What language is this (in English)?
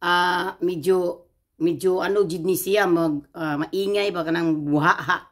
Cebuano